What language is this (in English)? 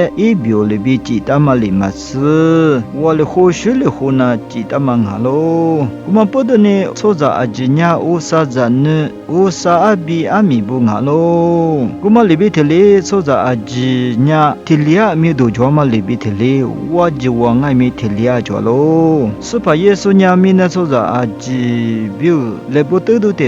Lisu